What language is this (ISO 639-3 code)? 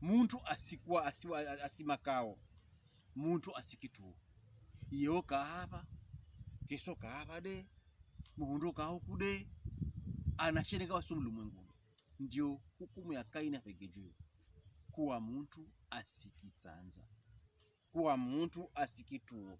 pkb